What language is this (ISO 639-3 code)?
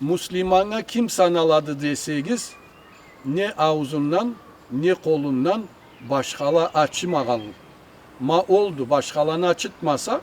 krc